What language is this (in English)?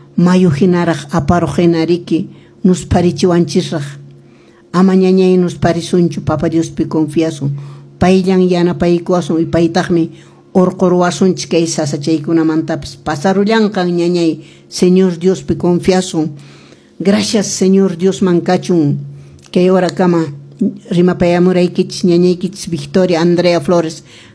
Quechua